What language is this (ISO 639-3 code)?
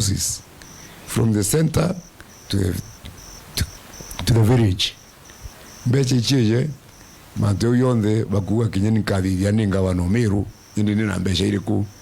mer